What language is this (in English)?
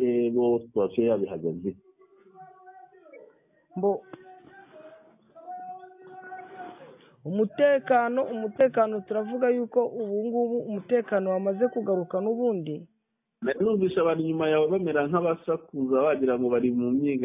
Kinyarwanda